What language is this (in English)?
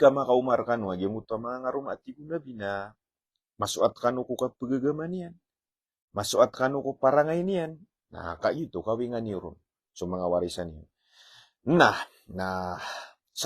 Maranao